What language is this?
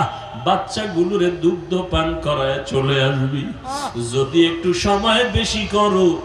Bangla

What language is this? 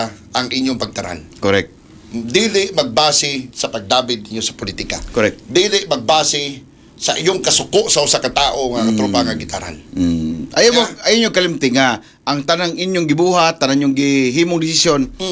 Cebuano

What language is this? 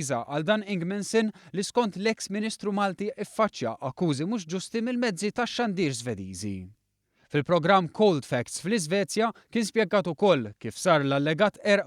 Maltese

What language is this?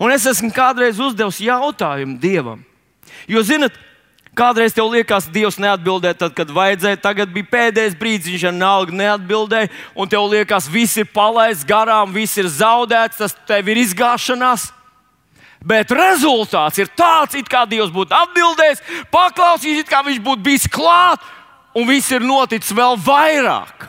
Latvian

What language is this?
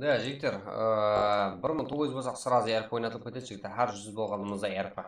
Kara-Kalpak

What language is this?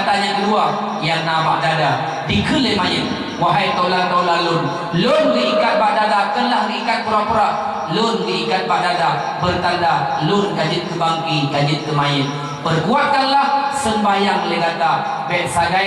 Achinese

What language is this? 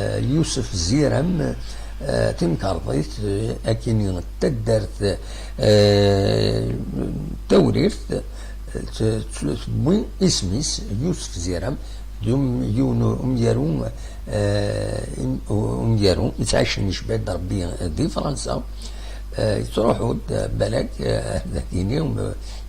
Kabyle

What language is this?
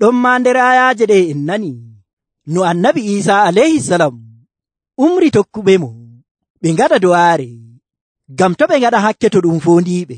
Nigerian Fulfulde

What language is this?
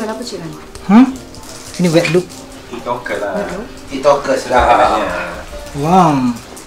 Malay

